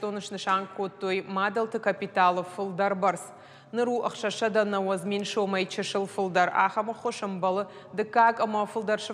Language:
Ossetic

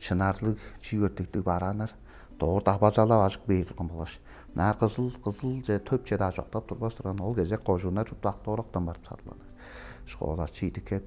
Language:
Tuvinian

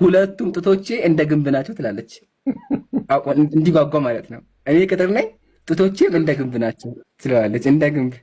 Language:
Amharic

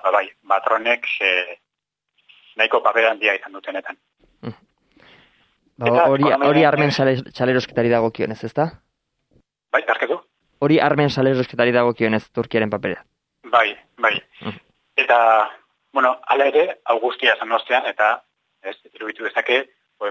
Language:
Basque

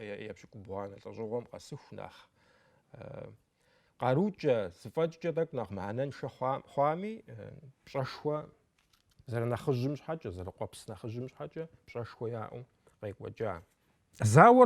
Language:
Kabardian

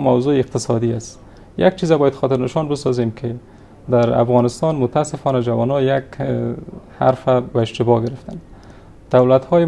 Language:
Persian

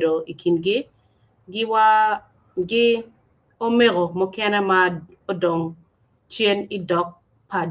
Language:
Acoli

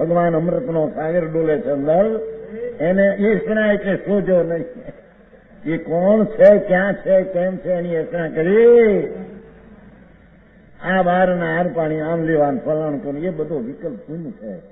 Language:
Gujarati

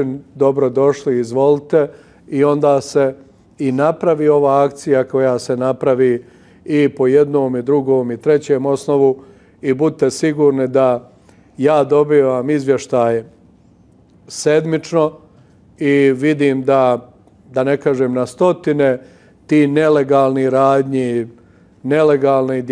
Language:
Bosnian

